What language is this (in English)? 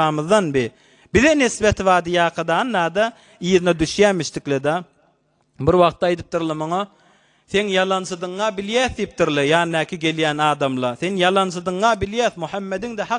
Turkmen